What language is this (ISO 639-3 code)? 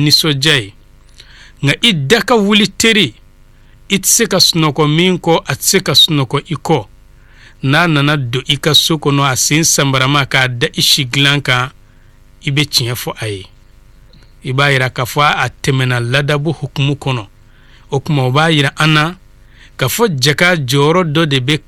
bam